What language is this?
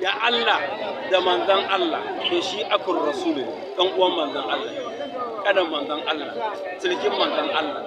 Hausa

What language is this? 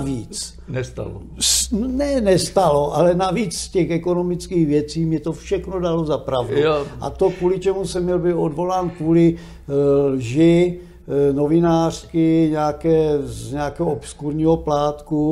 Czech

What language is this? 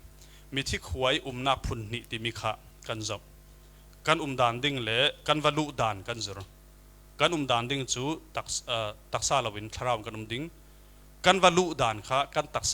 Falam Chin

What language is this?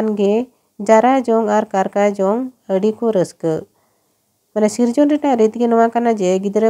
Santali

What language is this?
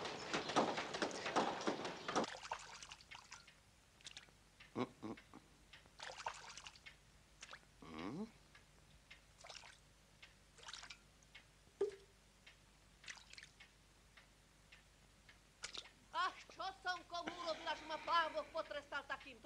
Slovak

